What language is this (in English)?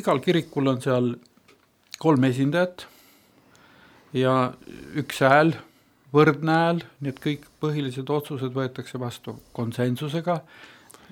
Estonian